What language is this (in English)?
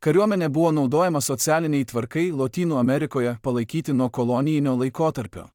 Lithuanian